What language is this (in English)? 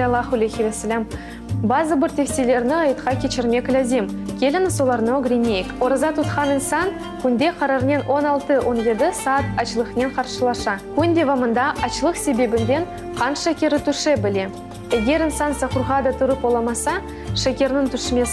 Crimean Tatar